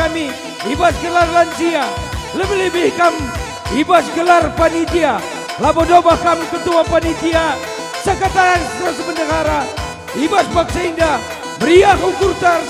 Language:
Batak Karo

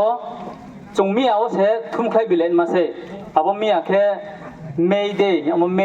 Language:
Riang (India)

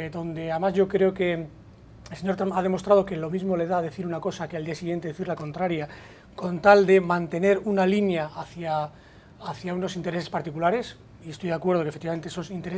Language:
Spanish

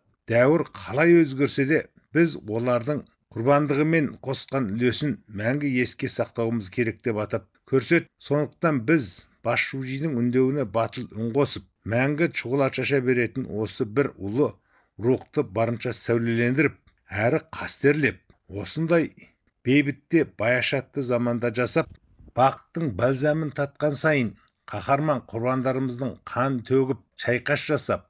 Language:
Kazakh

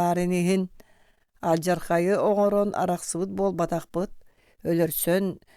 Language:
Yakut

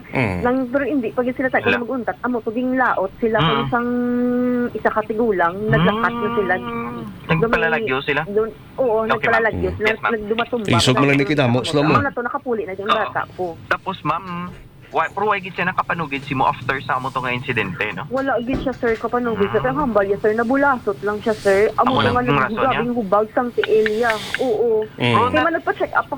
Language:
Hiligaynon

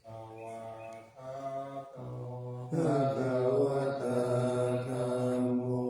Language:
Pali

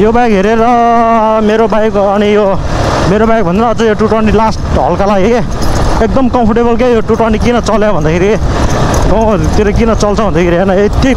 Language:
Nepali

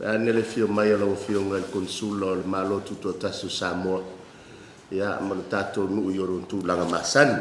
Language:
Samoan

